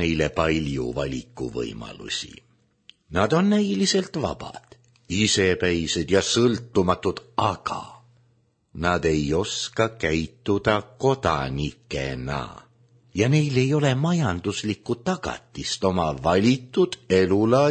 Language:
Estonian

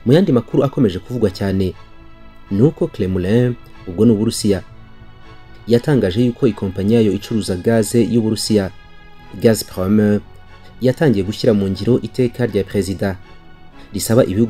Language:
Kinyarwanda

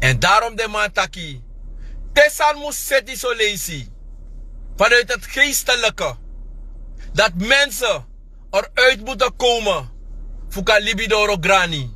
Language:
Sranan Tongo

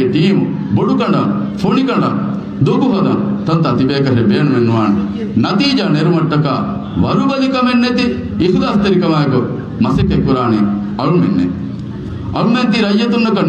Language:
Divehi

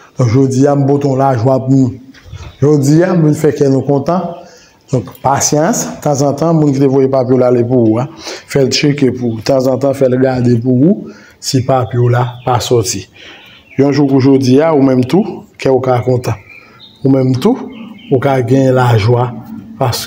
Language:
Haitian Creole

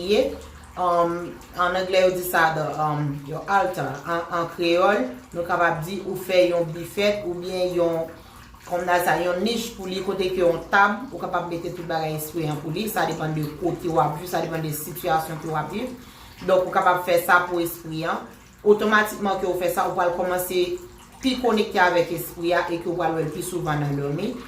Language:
Haitian Creole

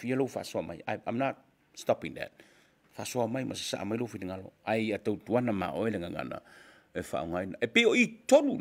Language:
Samoan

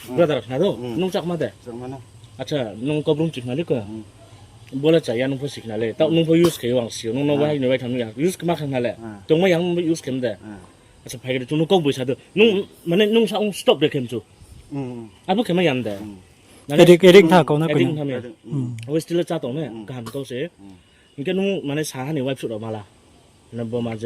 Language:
Riang (India)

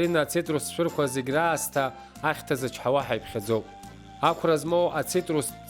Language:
Abkhazian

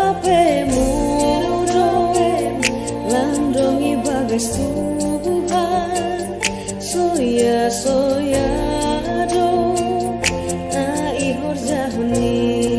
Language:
Batak Simalungun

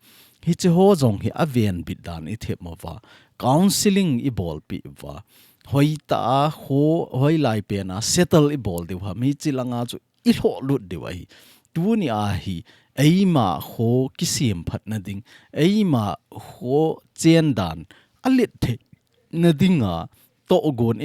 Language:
Thado Chin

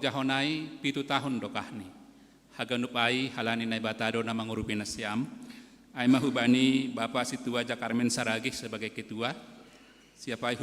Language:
Batak Simalungun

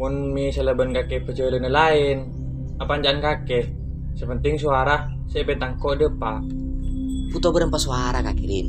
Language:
Madurese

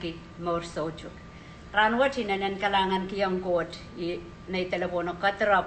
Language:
Pohnpeian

